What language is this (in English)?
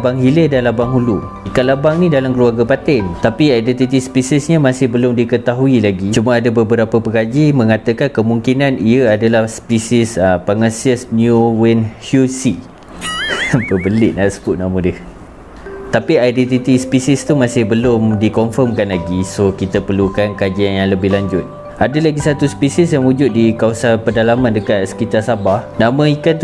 Malay